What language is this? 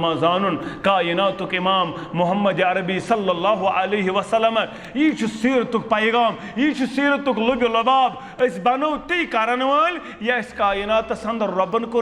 Kashmiri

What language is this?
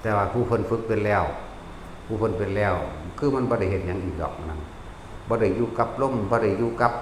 Northeastern Thai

